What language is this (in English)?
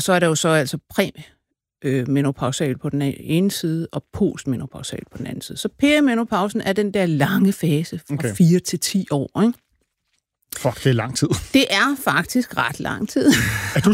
Danish